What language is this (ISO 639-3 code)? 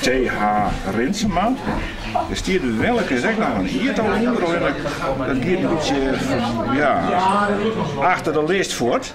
fry